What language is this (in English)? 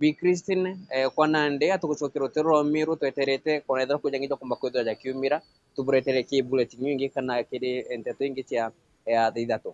Meru